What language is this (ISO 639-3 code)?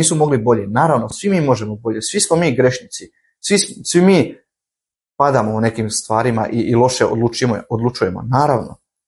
hrv